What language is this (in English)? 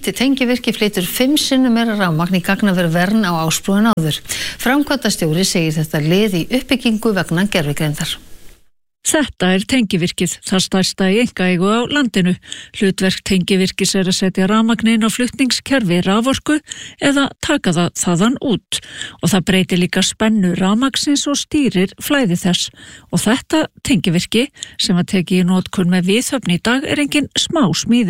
Icelandic